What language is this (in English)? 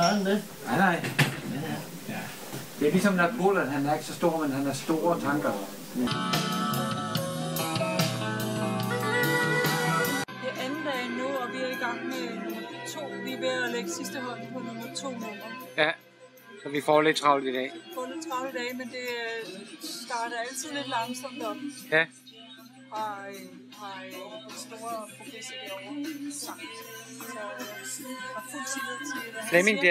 Danish